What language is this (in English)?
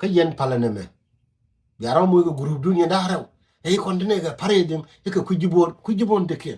Nuer